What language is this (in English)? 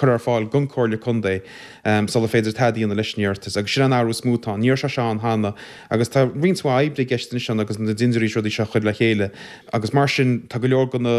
Irish